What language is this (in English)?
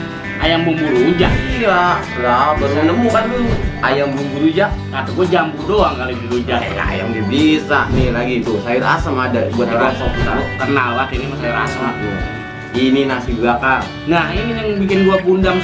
Betawi